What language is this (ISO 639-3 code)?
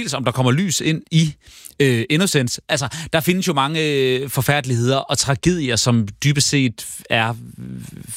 dan